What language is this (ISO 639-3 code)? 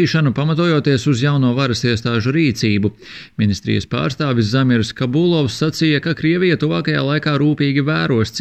lav